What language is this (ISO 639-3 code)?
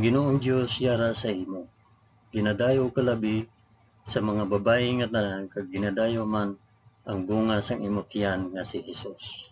hil